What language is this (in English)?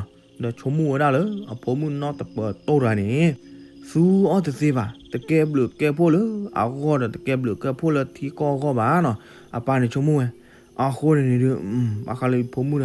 S'gaw Karen